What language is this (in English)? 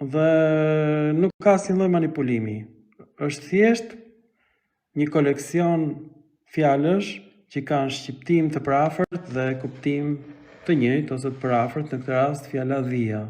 Albanian